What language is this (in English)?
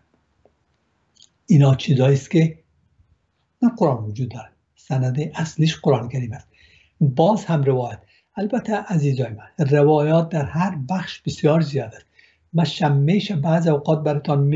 Persian